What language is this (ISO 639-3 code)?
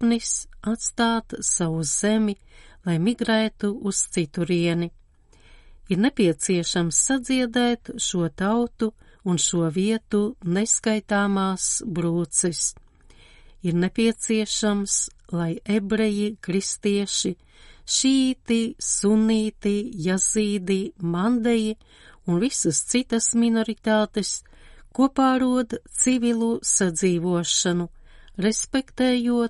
lav